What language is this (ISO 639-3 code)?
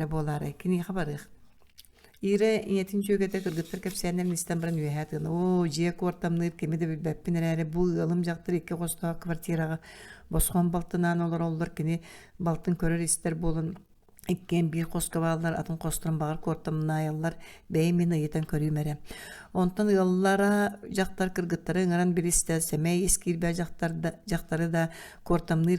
sah